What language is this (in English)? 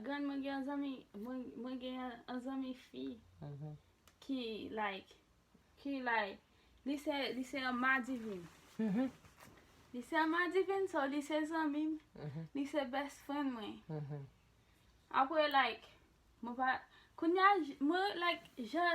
Haitian Creole